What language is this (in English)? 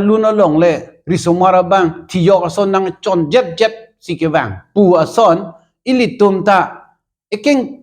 Karbi